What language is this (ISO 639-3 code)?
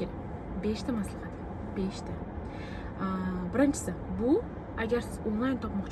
uzb